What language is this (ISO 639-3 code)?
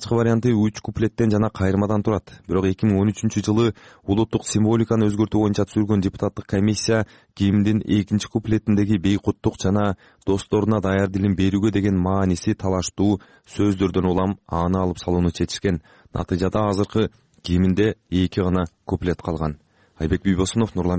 kir